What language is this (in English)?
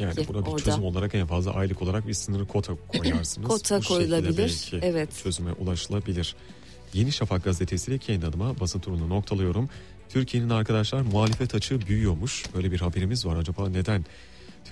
Turkish